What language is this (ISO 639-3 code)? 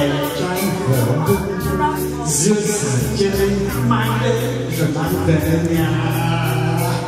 vie